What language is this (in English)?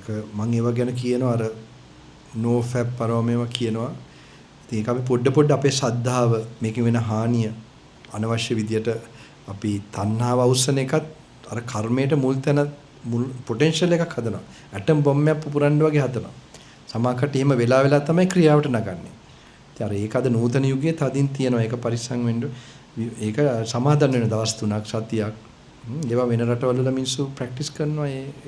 Sinhala